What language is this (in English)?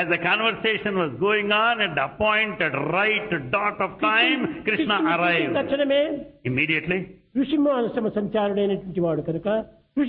Telugu